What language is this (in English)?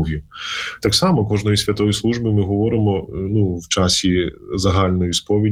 Ukrainian